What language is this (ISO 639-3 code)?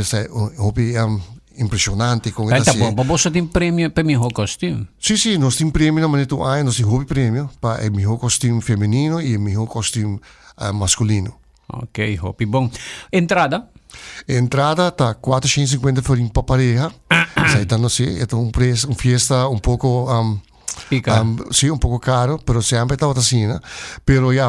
pap